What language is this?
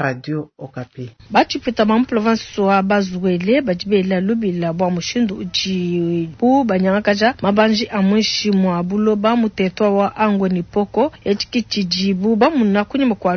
Luba-Lulua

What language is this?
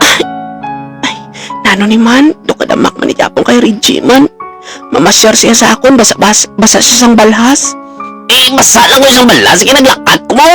Hiligaynon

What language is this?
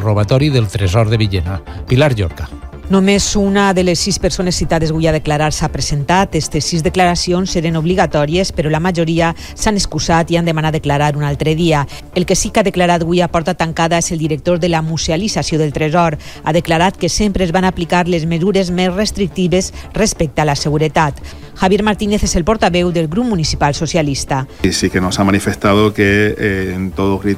Catalan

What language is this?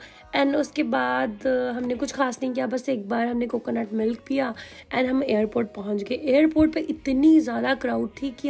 Hindi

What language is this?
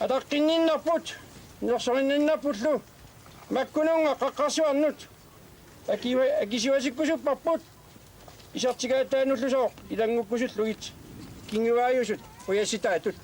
Kalaallisut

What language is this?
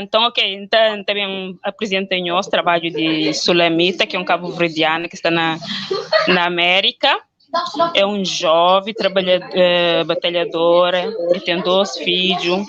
Kabuverdianu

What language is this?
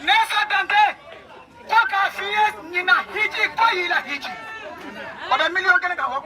Bambara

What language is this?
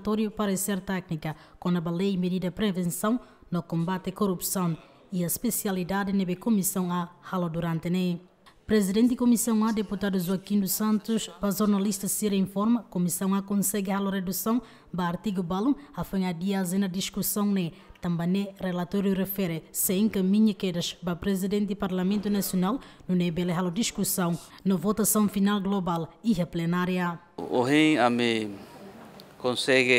Tetum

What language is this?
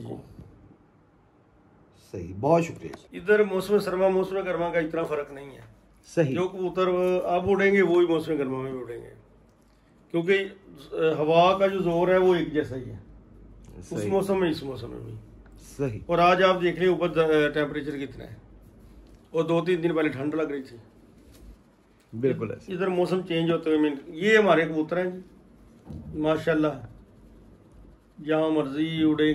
Hindi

